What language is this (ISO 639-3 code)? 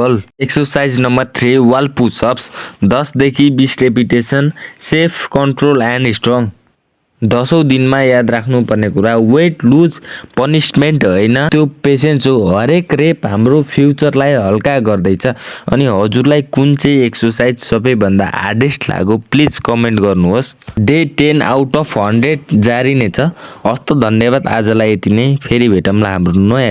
nep